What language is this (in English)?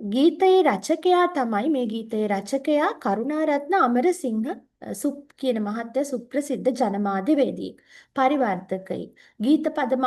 Sinhala